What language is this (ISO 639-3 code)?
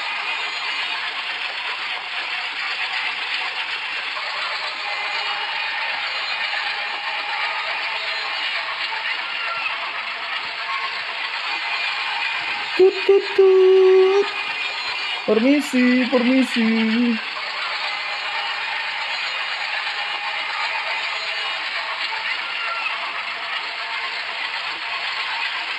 ind